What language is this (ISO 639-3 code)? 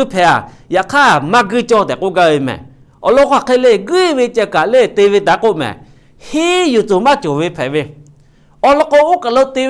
lhu